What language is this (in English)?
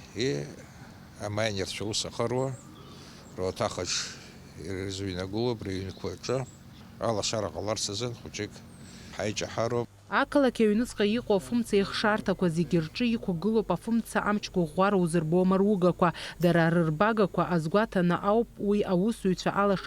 Abkhazian